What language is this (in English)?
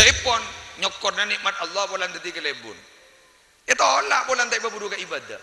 Madurese